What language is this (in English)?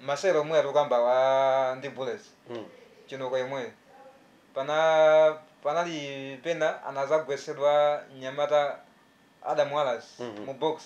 Nyanja